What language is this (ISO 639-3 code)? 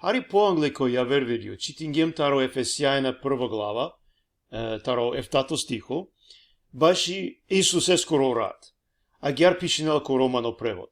rmn